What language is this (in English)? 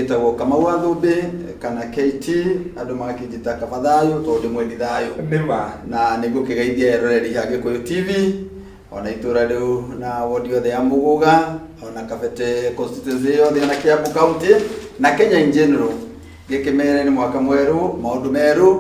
Kikuyu